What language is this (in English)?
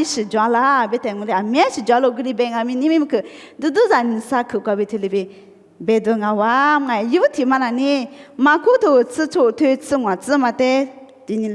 Lisu